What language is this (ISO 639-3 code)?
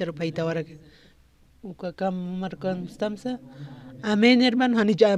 aym